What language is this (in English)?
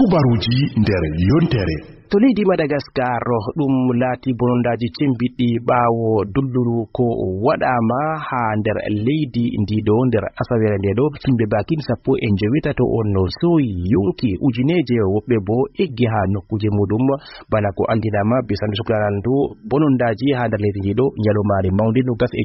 Fula